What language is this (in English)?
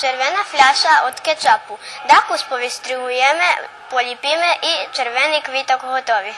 Rusyn